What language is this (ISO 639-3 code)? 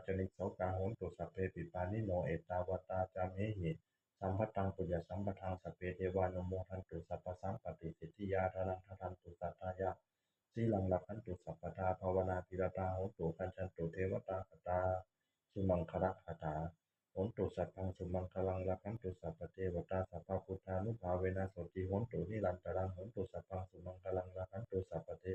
pli